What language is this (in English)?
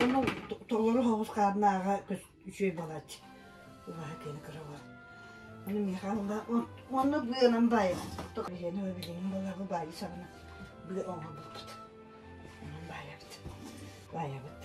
Yakut